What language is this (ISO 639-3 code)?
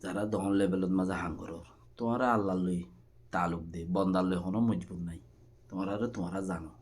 rhg